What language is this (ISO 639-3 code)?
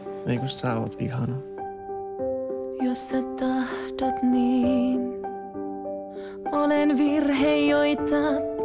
fin